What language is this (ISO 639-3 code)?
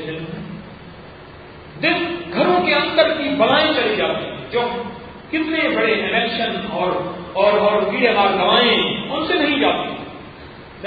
urd